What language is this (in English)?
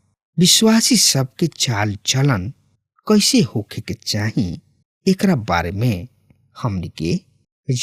Bhojpuri